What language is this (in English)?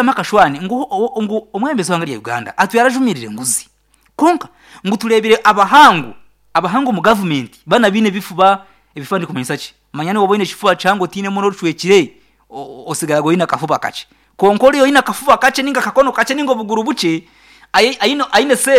Nyankole